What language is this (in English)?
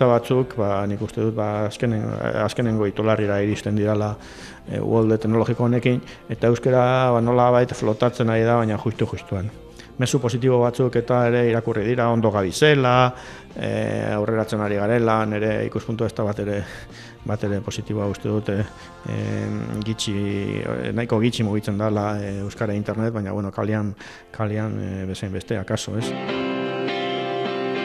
Basque